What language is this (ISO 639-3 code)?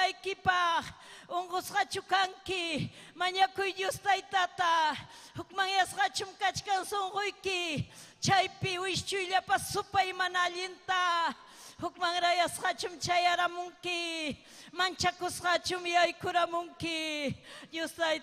quy